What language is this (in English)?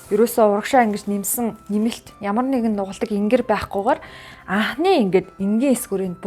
Mongolian